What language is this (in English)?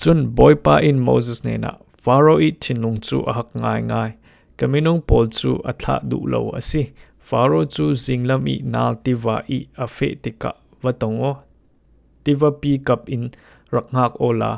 Falam Chin